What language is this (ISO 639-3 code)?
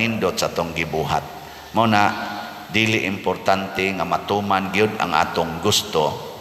ceb